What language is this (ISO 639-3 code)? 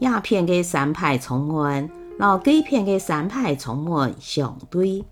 hak